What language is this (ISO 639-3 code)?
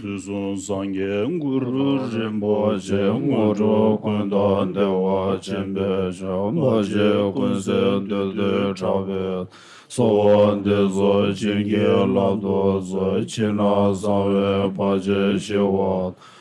bod